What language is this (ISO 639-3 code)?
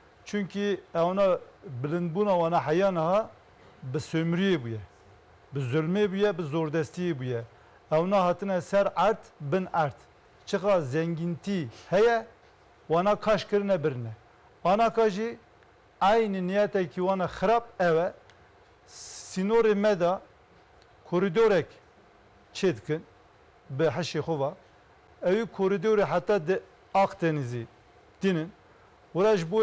zza